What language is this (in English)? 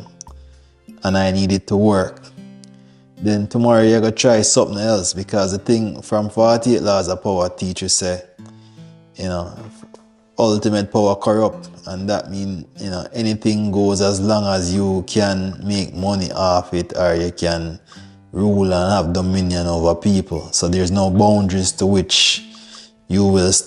Jamaican Creole English